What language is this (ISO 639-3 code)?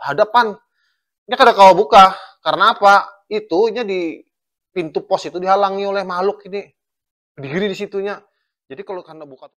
bjn